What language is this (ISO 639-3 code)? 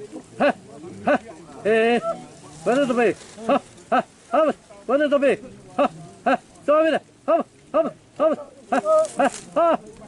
xav